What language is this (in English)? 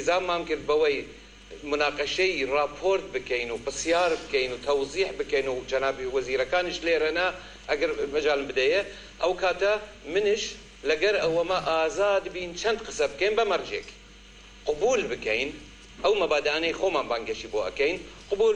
Central Kurdish